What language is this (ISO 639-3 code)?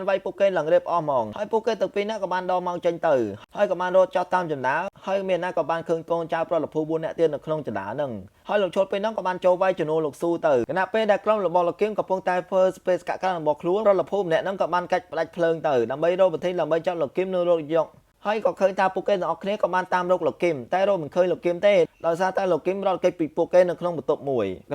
khm